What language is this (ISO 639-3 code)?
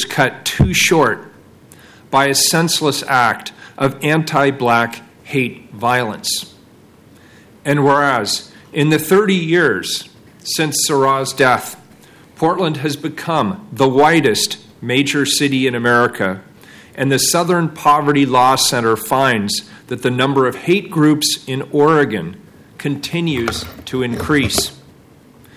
eng